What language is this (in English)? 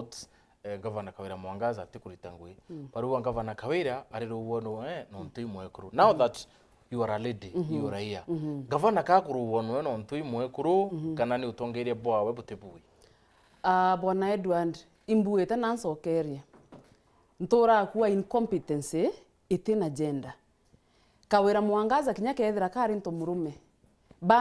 Meru